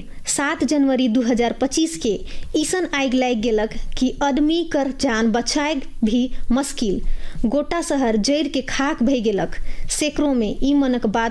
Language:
Sadri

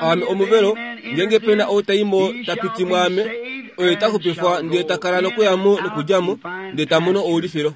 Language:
Kuanyama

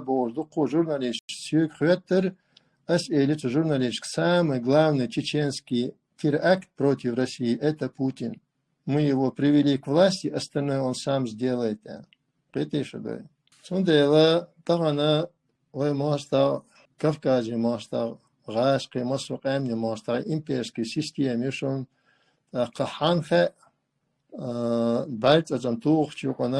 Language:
Chechen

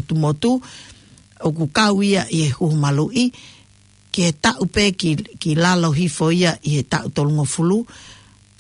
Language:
Tongan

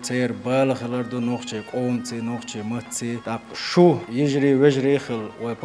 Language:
Chechen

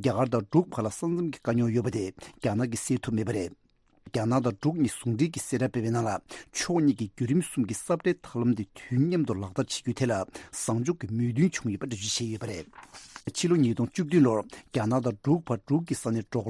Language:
Tibetan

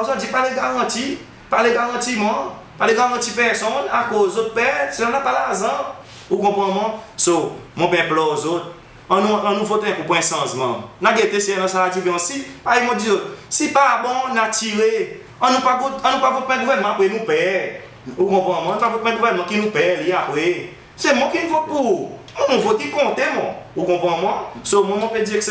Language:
Seselwa Creole French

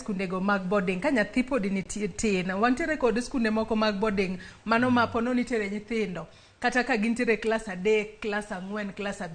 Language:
Luo (Kenya and Tanzania)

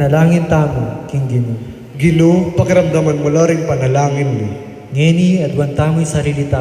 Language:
Pampanga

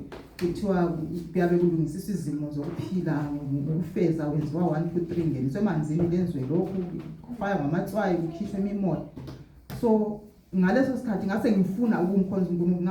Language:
Zulu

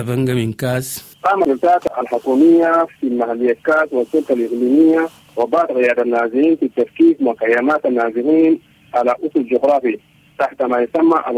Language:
Sudanese Arabic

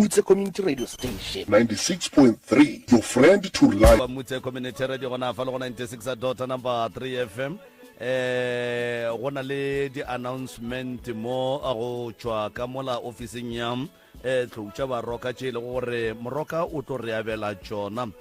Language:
Northern Sotho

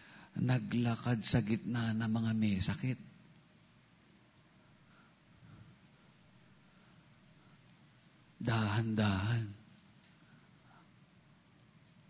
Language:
Filipino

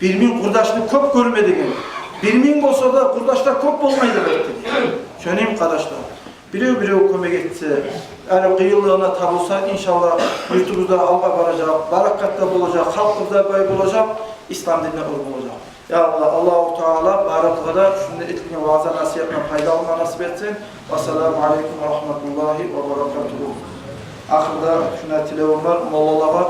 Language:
Kumyk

